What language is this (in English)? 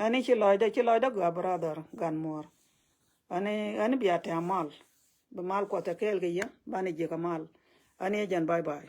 Nuer